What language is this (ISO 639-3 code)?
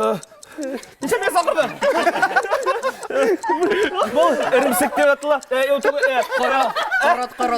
bak